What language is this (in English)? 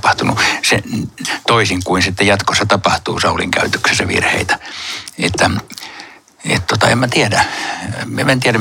Finnish